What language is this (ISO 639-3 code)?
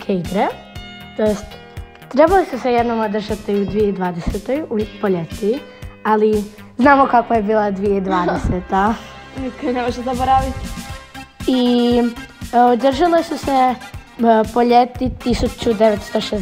hrv